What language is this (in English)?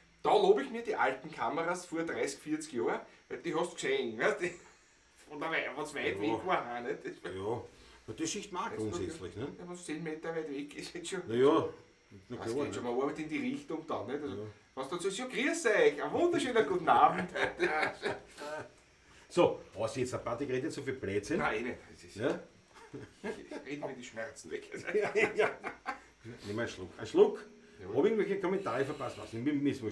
Bavarian